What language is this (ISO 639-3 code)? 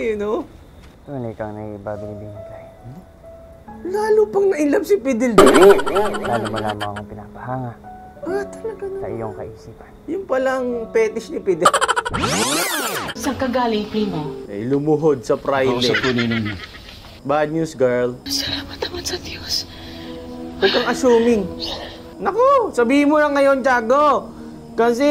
fil